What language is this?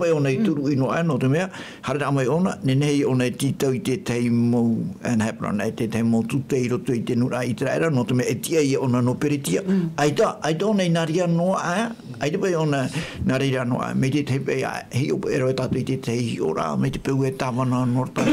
Tahitian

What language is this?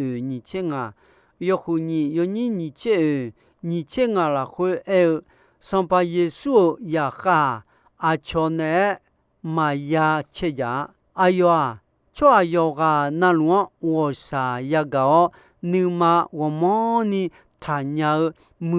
Akha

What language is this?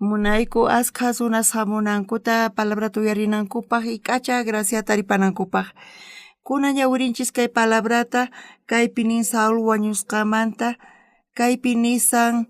South Bolivian Quechua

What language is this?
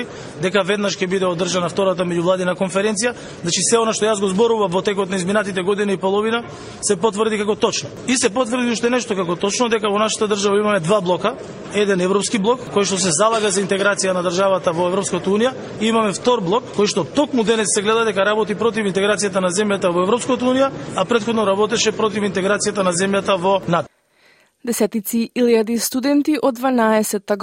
Macedonian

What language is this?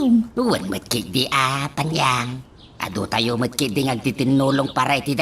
Iloko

